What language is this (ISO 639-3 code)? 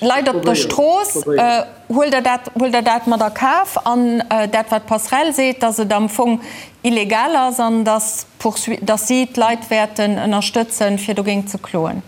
ltz